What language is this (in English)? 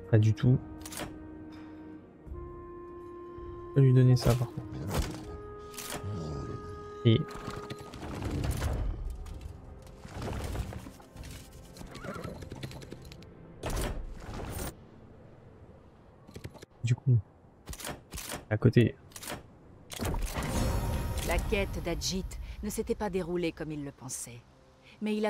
French